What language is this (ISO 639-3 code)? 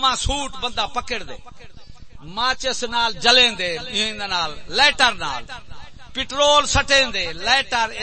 skr